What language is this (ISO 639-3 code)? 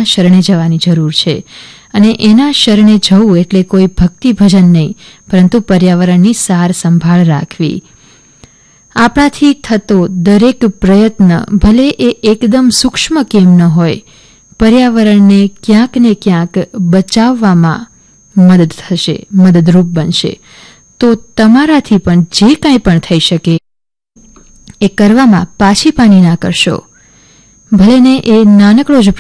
guj